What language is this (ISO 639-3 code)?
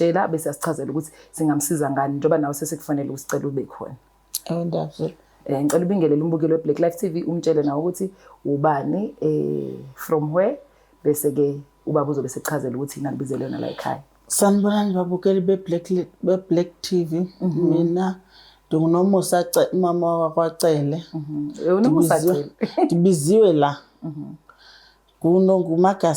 zul